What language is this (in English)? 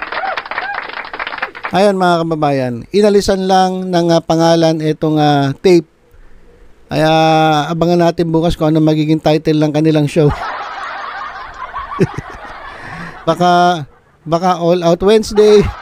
Filipino